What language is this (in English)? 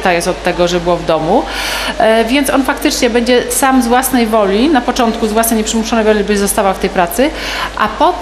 Polish